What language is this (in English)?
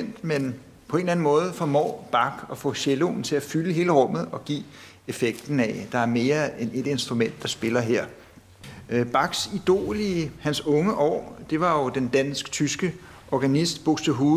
Danish